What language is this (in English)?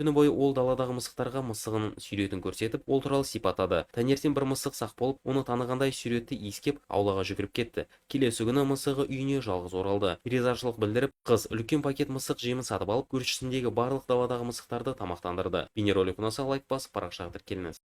Kazakh